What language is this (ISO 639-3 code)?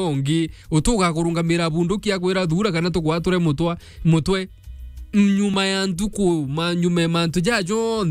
mer